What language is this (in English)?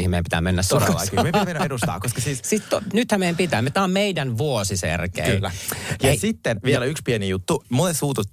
Finnish